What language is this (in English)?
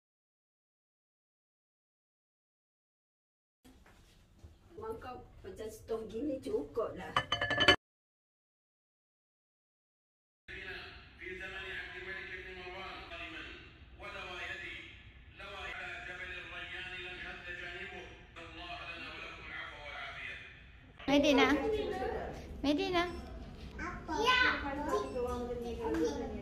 Malay